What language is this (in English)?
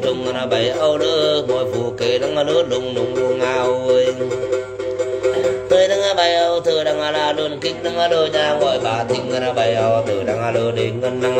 Vietnamese